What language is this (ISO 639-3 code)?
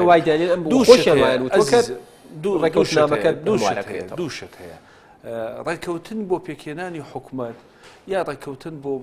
ckb